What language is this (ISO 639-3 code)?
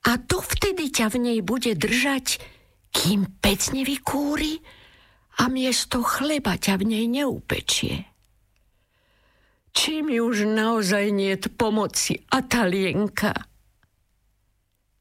slk